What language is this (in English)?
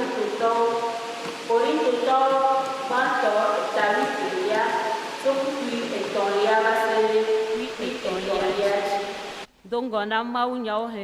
Ewe